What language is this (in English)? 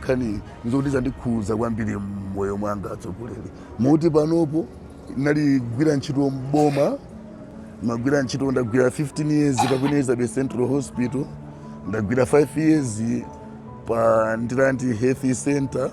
Nyanja